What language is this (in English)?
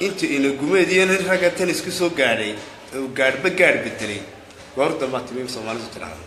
Somali